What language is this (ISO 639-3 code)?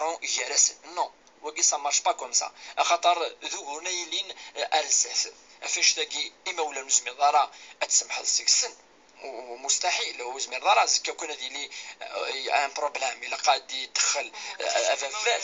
kab